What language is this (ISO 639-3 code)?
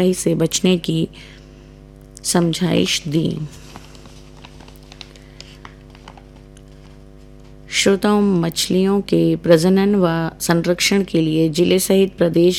hin